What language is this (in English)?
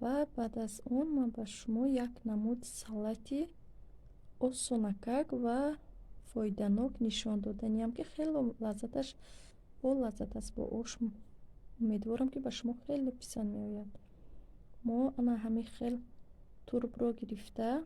Tajik